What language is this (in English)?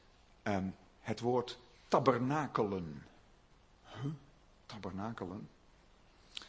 Dutch